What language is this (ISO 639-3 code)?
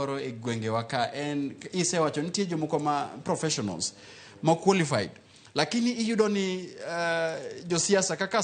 luo